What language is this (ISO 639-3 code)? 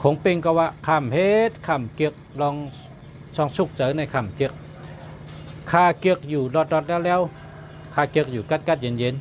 shn